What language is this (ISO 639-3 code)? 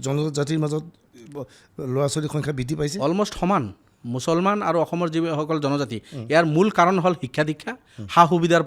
asm